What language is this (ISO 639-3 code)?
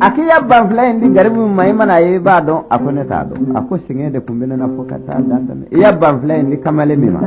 bam